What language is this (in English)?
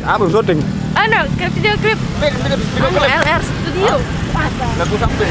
Sasak